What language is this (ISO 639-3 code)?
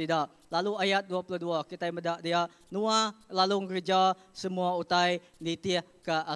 iba